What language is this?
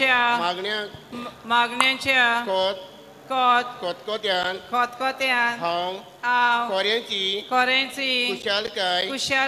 Konkani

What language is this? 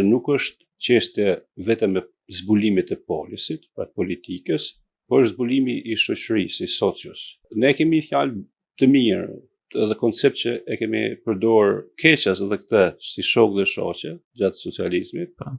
Albanian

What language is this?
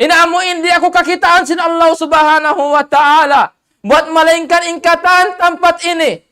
Tausug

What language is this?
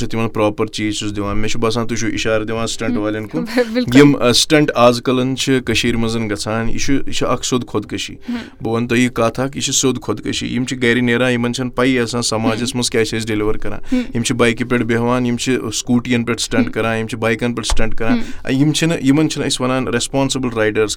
Kashmiri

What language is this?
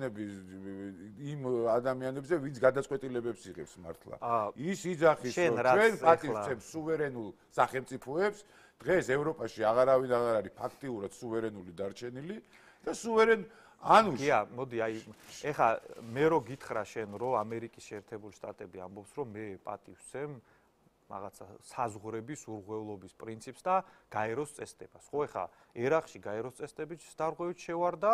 Georgian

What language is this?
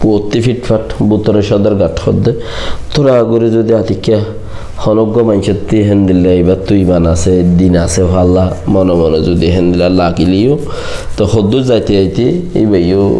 Rohingya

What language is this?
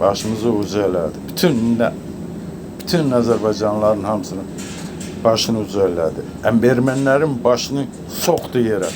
Azerbaijani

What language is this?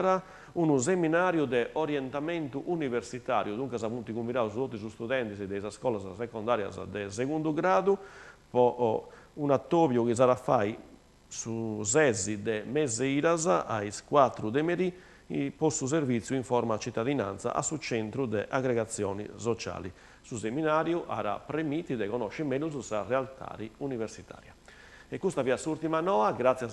Sardinian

